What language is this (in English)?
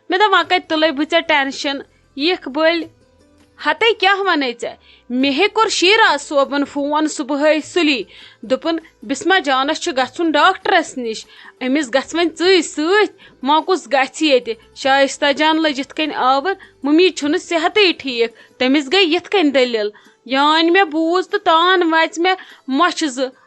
Kashmiri